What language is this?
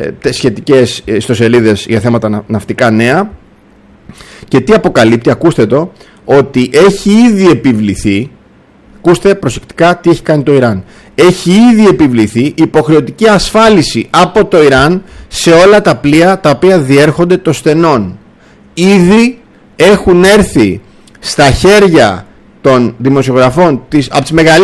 Greek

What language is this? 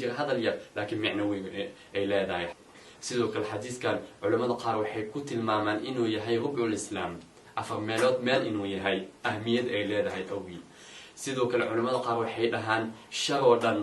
Somali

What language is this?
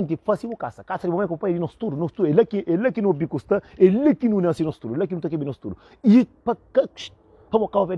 Kabuverdianu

